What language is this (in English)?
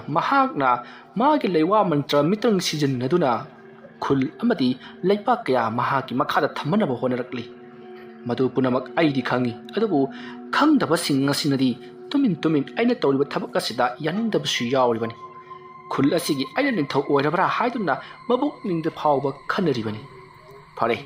Manipuri